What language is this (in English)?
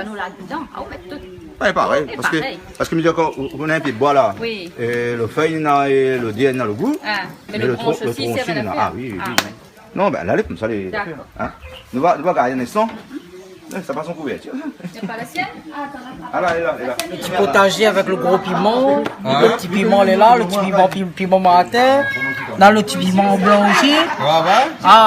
Réunion Creole French